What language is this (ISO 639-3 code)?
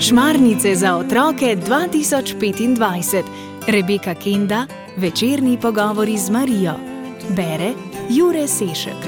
slv